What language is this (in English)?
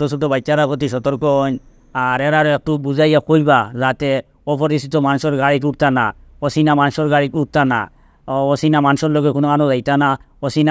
Sylheti